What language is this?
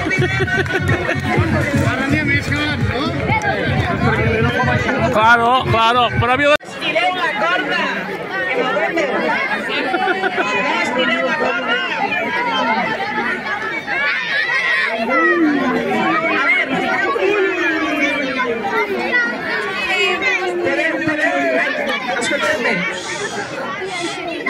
Catalan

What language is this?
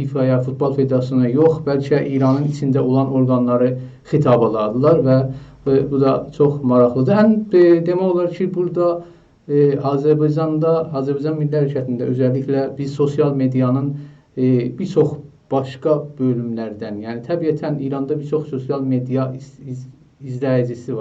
South Azerbaijani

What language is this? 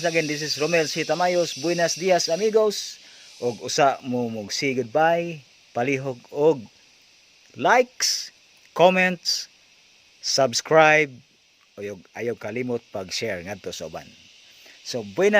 Cebuano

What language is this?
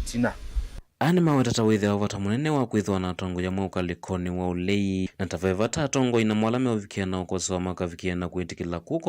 Kamba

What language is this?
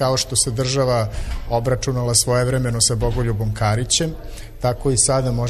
Serbian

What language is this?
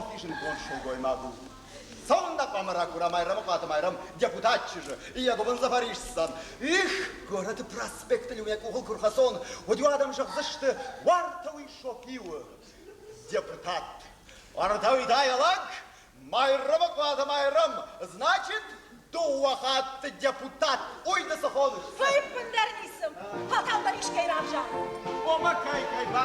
Ossetic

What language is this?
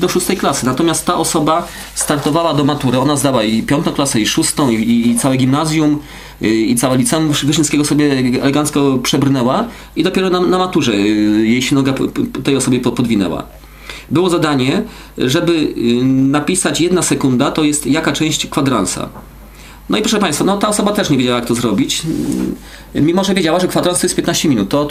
Polish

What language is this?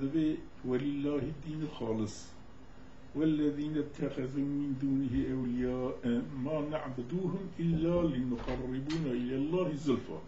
Kurdish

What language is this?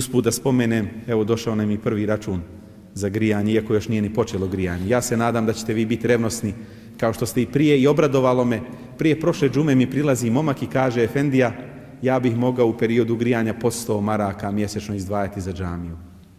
Bosnian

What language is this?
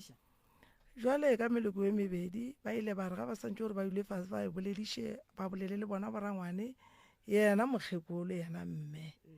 Northern Sotho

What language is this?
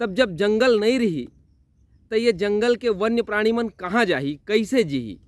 Chhattisgarhi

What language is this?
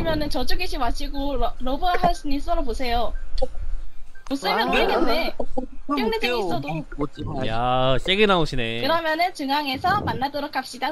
Korean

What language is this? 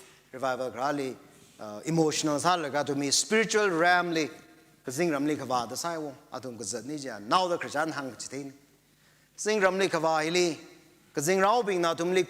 Tangkhul Naga (India)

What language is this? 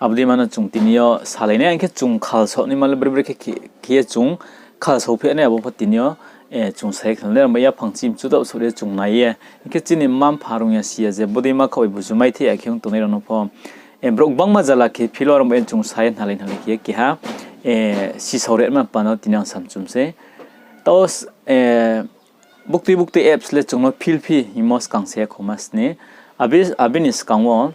Riang (India)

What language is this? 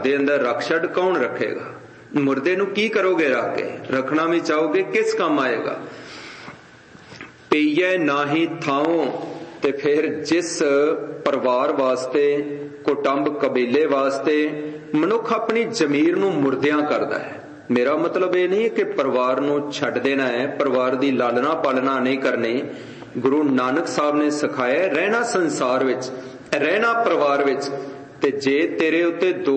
Punjabi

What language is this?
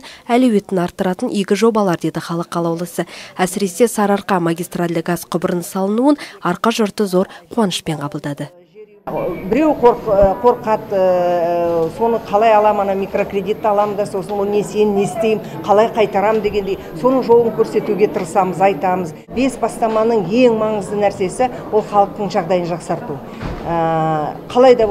Kazakh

